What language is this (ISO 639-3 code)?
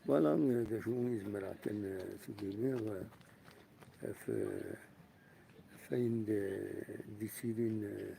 kab